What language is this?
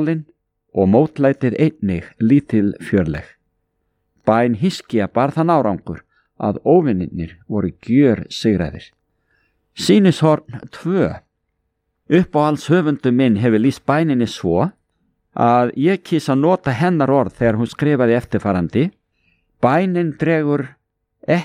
Icelandic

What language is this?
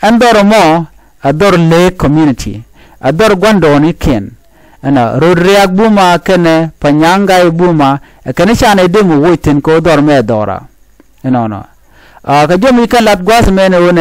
Nuer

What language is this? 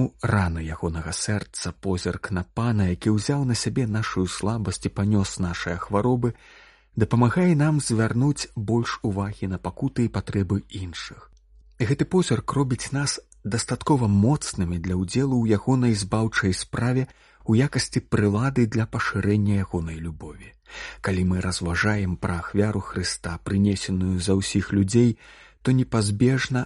Belarusian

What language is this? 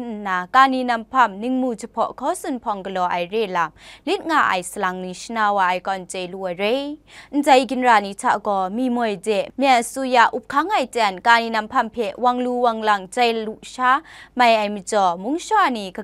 Kachin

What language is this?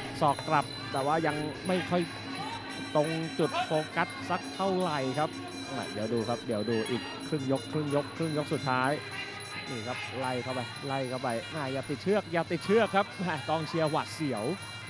Thai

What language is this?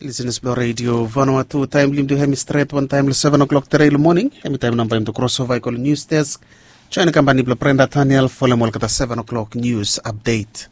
Bislama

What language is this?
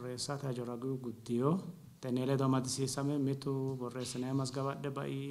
Sidamo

